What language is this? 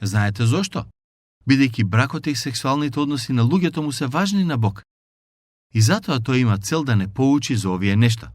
Macedonian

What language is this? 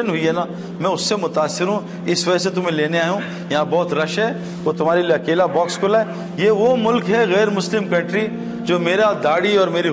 Urdu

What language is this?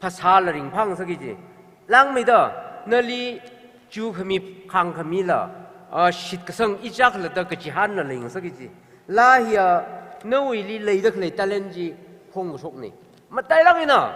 Tangkhul Naga (India)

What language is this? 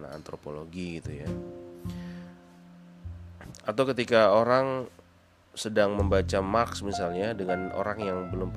Indonesian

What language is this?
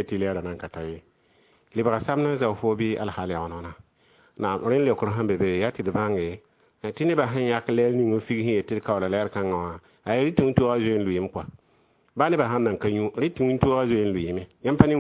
Mossi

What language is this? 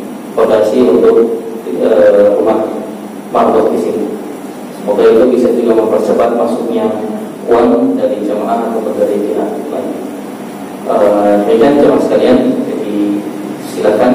Indonesian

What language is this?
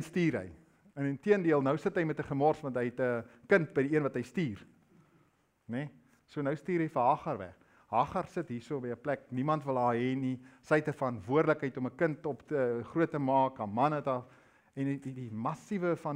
Afrikaans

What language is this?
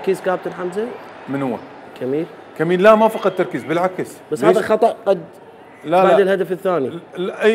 Mesopotamian Arabic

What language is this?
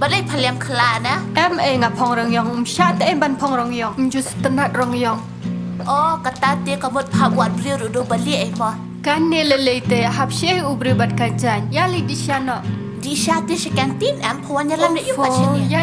Khasi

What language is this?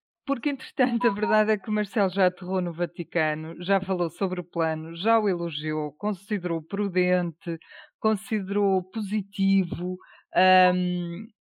Portuguese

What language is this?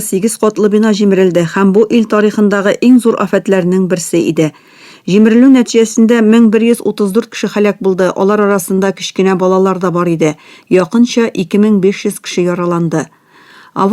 Tatar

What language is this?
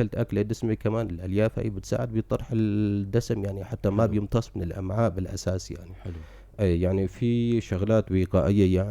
North Levantine Arabic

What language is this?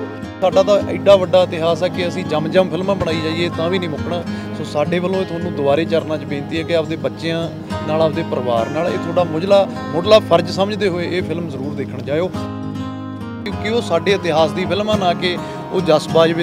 Punjabi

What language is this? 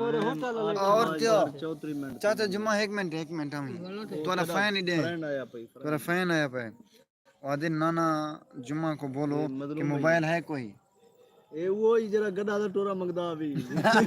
Saraiki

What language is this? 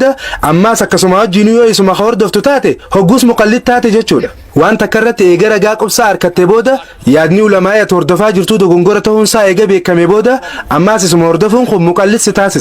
Oromo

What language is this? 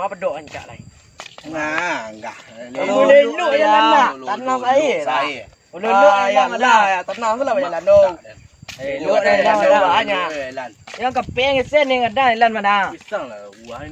Minangkabau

